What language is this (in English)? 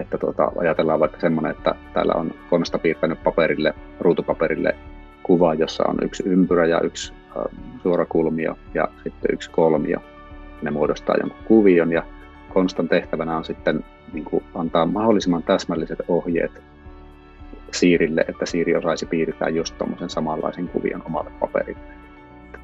Finnish